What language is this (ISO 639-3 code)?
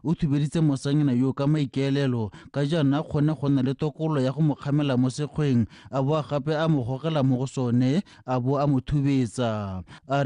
tsn